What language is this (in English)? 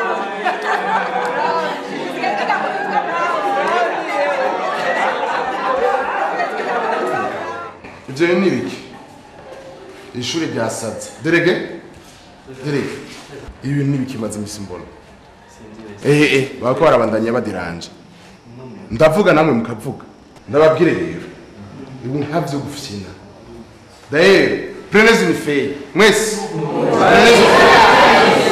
Rundi